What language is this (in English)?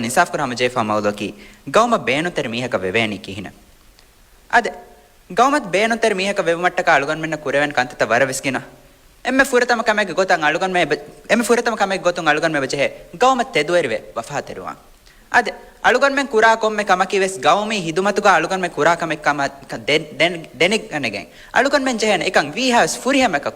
Divehi